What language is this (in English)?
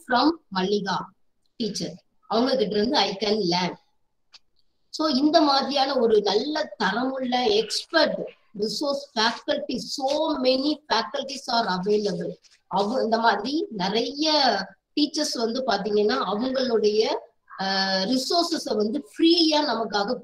Tamil